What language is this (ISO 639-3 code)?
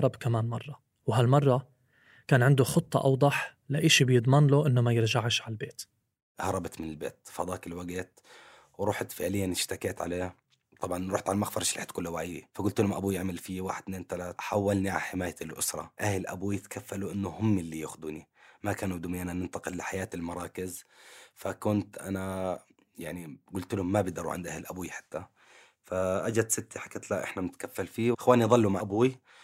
apc